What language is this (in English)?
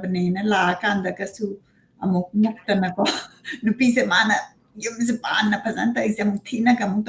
Manipuri